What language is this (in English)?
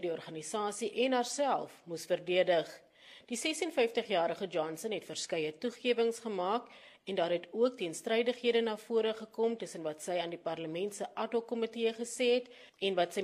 Afrikaans